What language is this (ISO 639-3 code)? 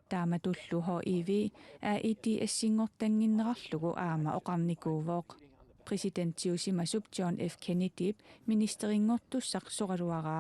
kal